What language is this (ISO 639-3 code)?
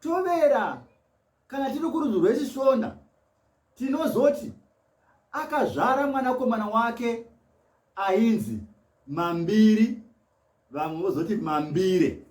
sna